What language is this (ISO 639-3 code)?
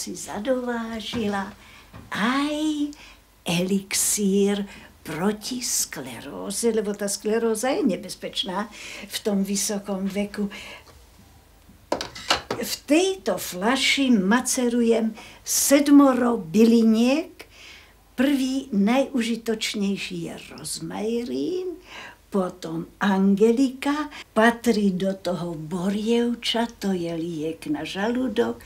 slk